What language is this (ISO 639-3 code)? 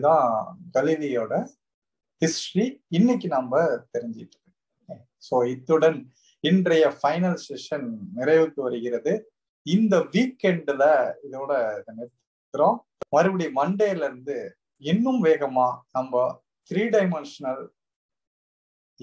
tam